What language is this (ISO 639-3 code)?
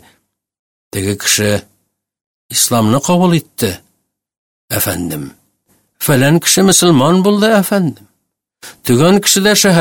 tat